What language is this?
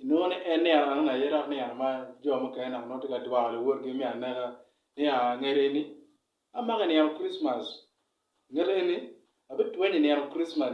Acoli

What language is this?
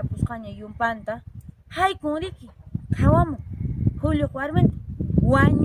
Quechua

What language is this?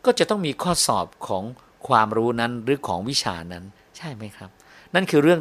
Thai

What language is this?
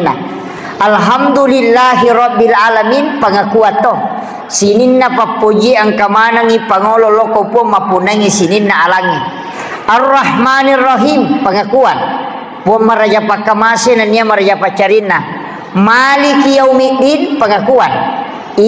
Buginese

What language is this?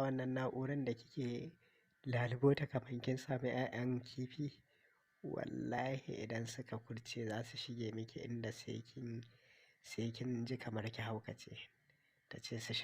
Hausa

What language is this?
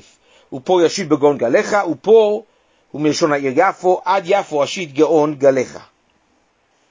Hebrew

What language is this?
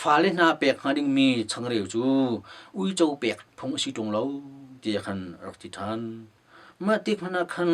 Hakha Chin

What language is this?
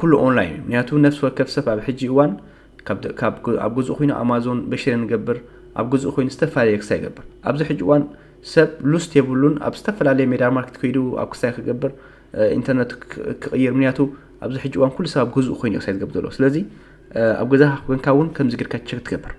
Tigrinya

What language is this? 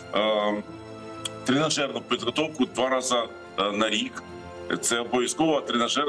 Ukrainian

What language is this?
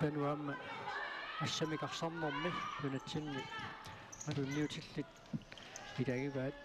Kalaallisut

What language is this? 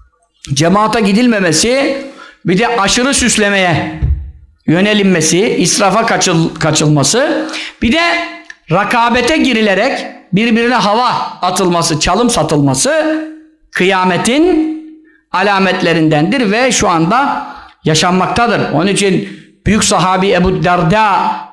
Turkish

